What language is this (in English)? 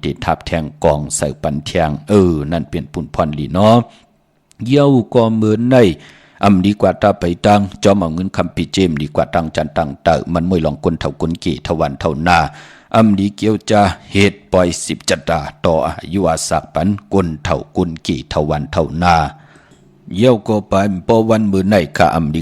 Shan